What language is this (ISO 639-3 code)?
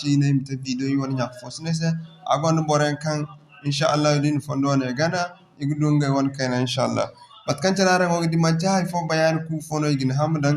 dje